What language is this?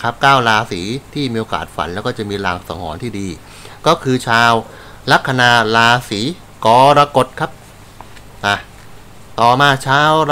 Thai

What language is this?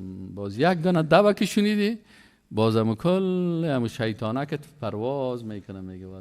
Persian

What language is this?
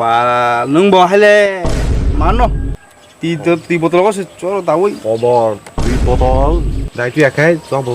Kok Borok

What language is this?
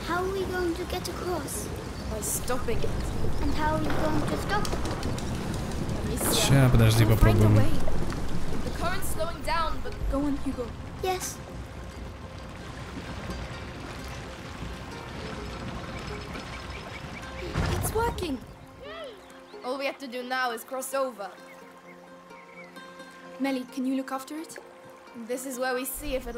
English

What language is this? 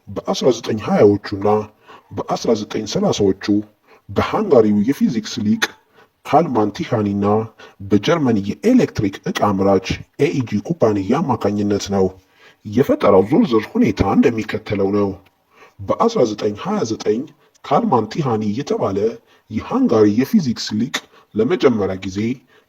Amharic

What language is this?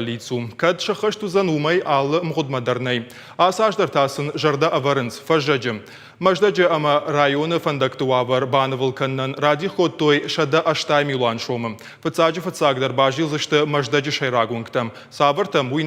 Ossetic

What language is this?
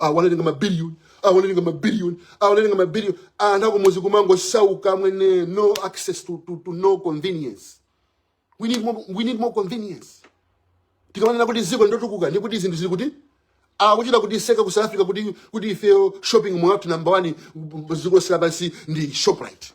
Nyanja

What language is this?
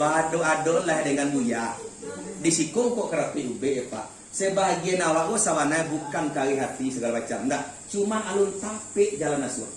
Minangkabau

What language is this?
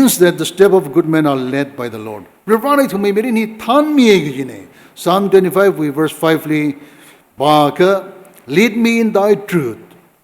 Tangkhul Naga (India)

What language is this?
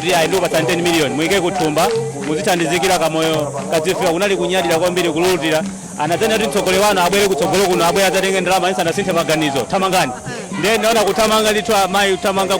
Nyanja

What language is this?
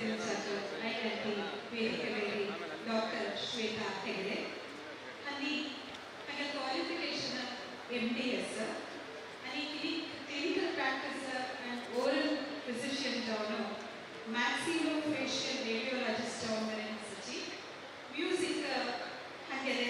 Konkani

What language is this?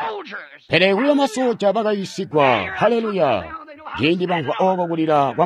Tonga (Zambia)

